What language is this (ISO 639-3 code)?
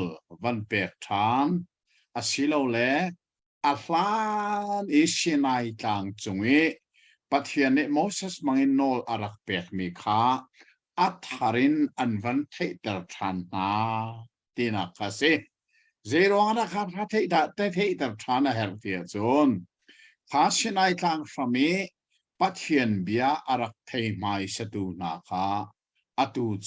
cnh